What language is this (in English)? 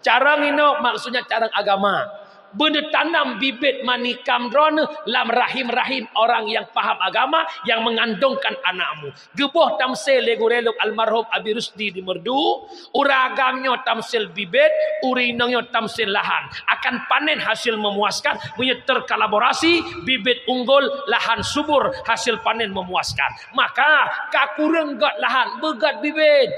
Achinese